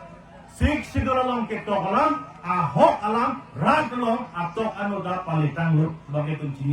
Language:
Karbi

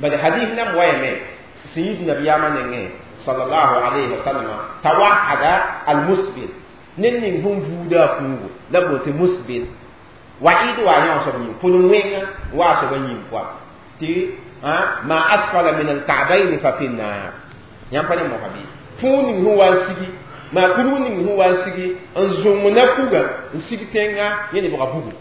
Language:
Mossi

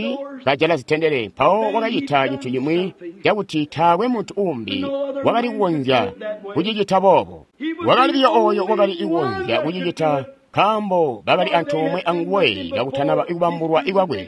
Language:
Tonga (Zambia)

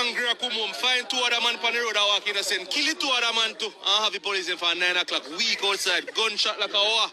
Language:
Jamaican Creole English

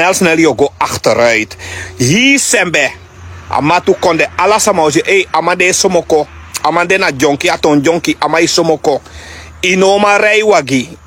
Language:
Sranan Tongo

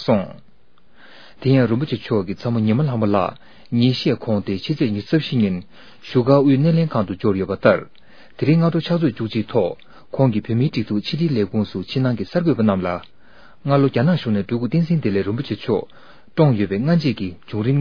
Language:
Tibetan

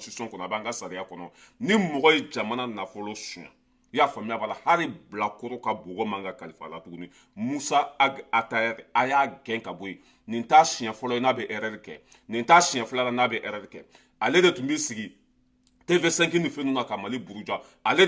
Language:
Bambara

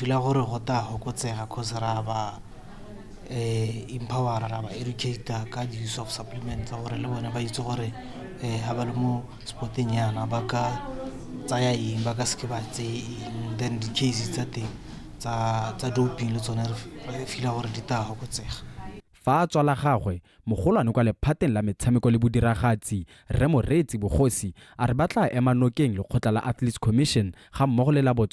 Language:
Tswana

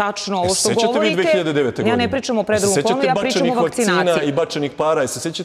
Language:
Serbian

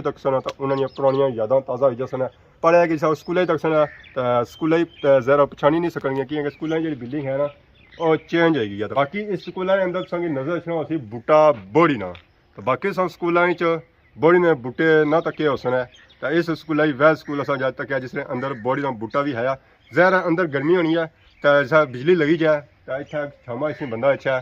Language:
Pahari-Potwari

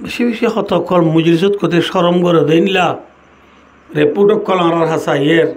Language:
Rohingya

